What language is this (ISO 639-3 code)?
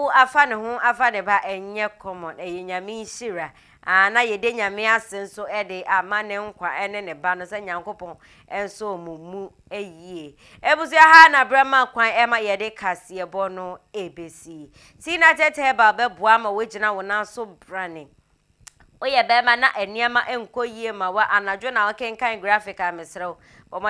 aka